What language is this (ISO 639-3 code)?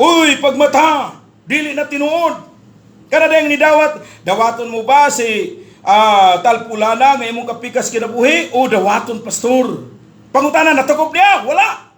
ceb